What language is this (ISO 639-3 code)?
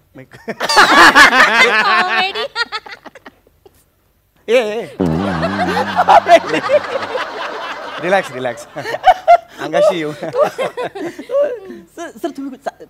mar